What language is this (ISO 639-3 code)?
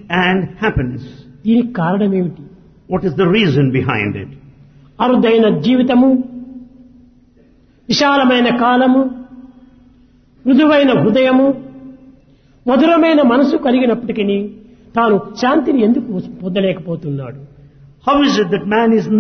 tel